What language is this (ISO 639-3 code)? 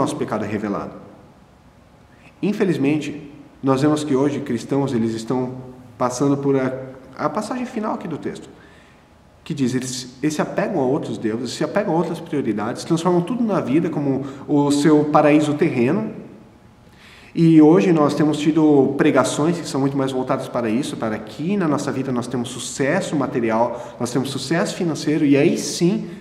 por